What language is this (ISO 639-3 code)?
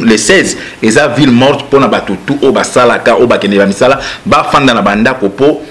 lin